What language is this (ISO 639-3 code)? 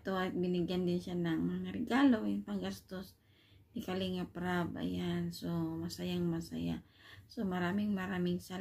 fil